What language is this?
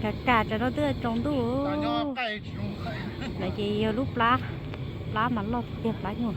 Hmong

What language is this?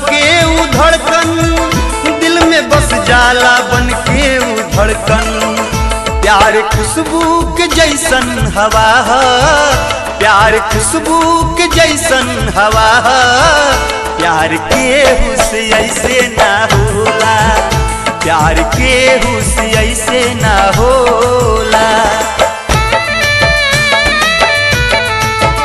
Bhojpuri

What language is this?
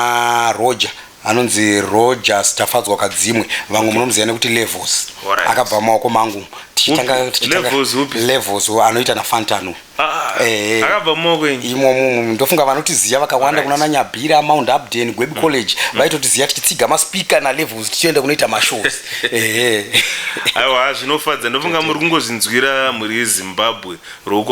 Shona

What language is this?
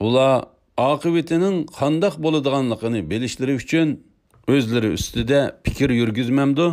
Uyghur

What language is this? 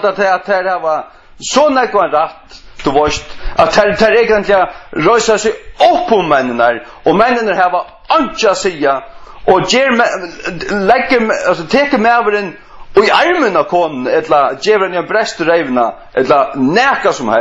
Faroese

